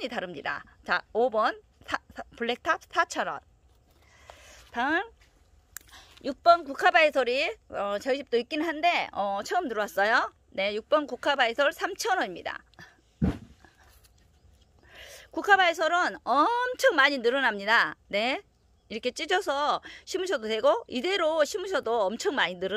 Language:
Korean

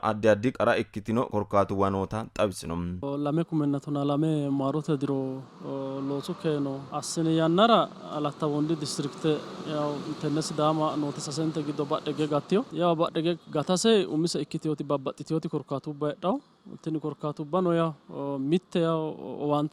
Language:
Sidamo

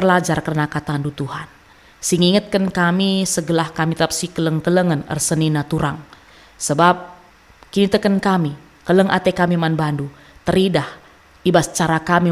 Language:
Batak Karo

